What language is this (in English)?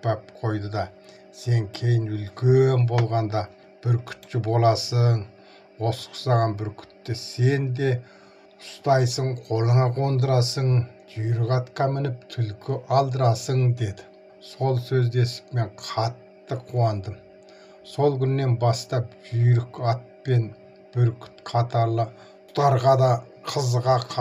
Kazakh